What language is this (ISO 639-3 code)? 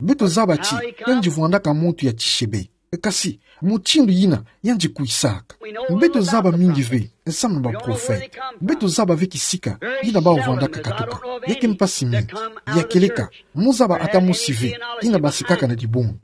ktu